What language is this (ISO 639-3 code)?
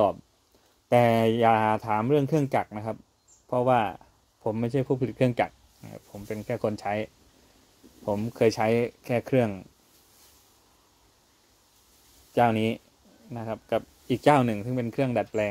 tha